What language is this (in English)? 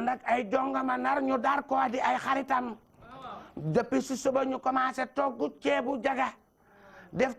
Wolof